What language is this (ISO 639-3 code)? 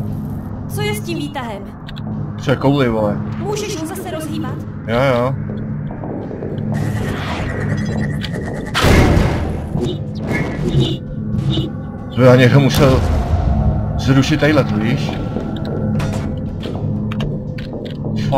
ces